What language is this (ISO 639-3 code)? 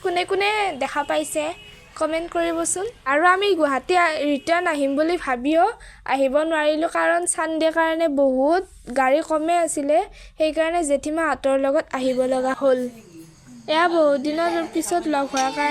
asm